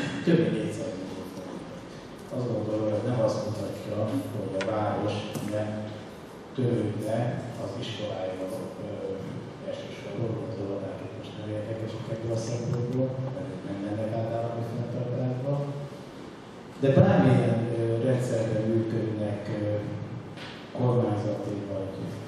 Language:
Hungarian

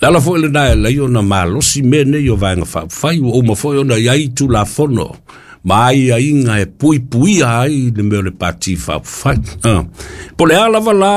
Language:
Samoan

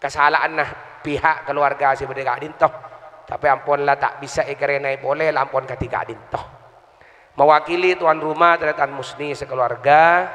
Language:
Madurese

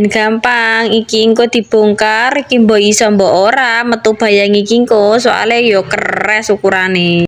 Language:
Javanese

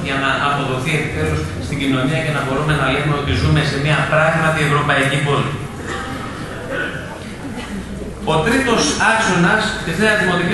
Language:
Greek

